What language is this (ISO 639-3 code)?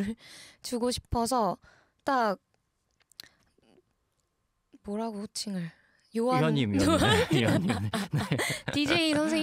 kor